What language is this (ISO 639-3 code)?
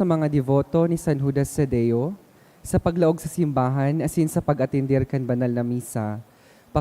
bik